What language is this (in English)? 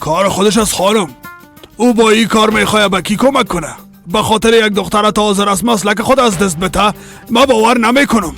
Persian